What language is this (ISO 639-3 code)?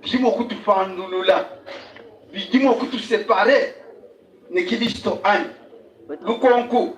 lua